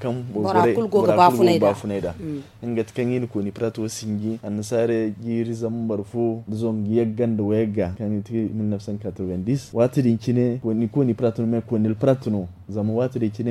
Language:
Zarma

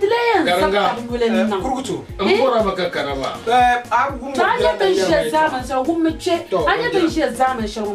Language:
Dagbani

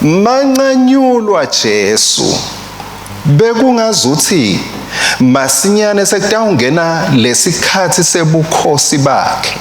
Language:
Swati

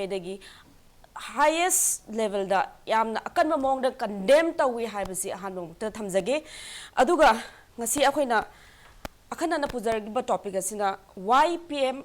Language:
Manipuri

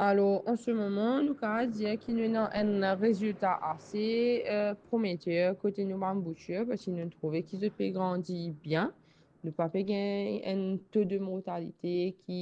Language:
Morisyen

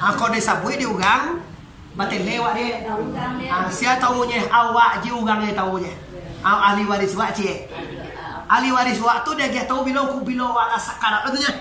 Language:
Minangkabau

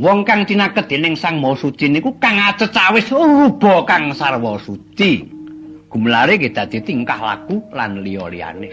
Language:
Javanese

